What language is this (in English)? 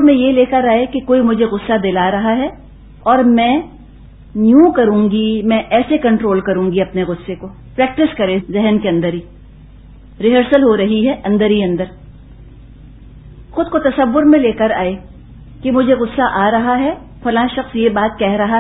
Urdu